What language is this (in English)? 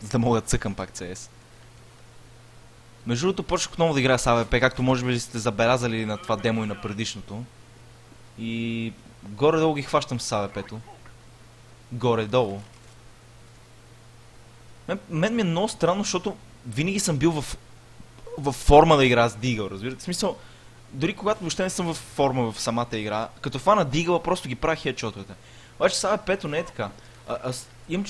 Bulgarian